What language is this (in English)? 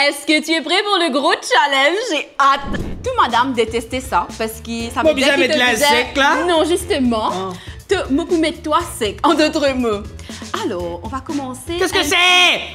Morisyen